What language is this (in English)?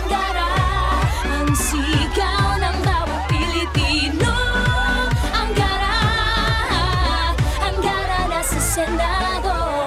Filipino